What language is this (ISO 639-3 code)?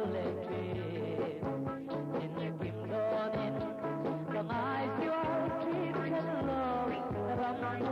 biu